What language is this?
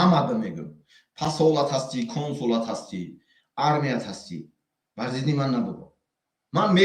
Tajik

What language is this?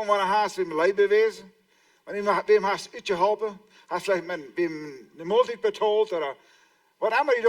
Plautdietsch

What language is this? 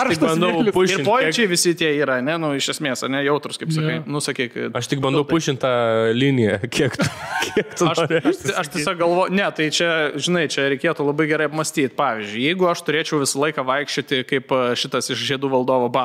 Lithuanian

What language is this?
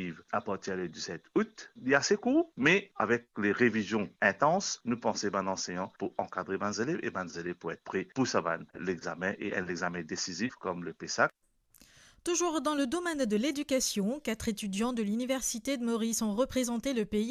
Morisyen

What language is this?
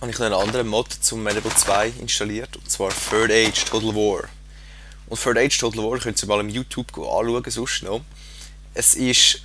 Swiss German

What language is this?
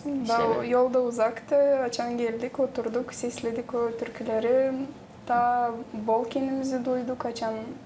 Gagauz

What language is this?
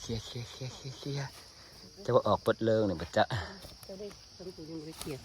Northeastern Thai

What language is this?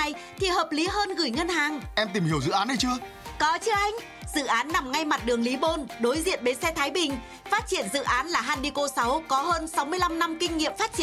Vietnamese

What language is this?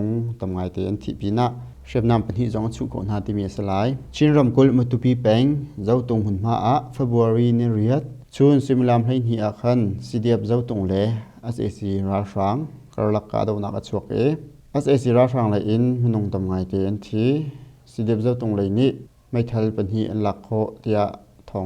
Hakha Chin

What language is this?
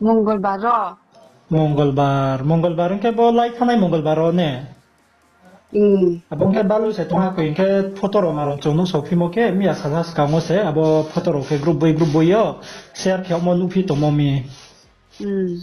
Riang (India)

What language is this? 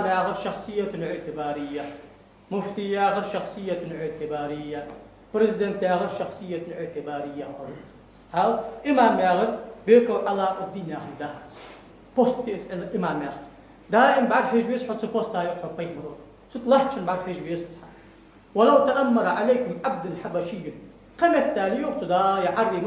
Ingush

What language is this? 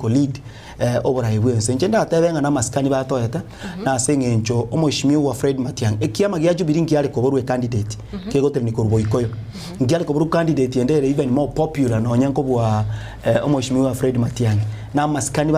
Gusii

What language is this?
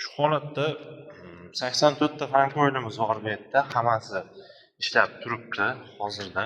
Uzbek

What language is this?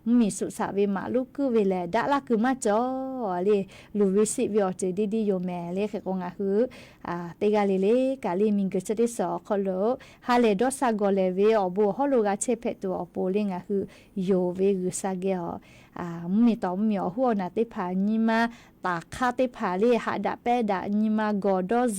Lahu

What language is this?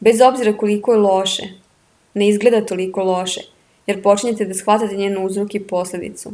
Serbian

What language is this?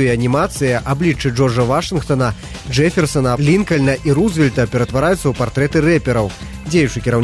Belarusian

